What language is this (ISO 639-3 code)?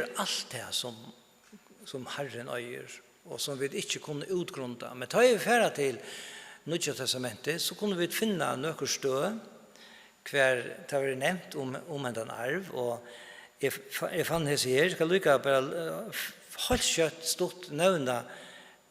fao